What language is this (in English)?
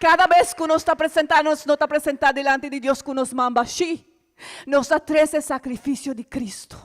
Papiamento